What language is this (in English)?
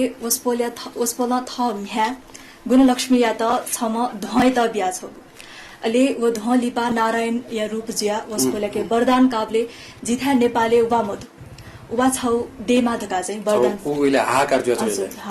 Newari